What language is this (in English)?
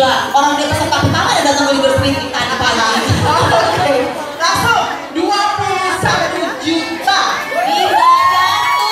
Indonesian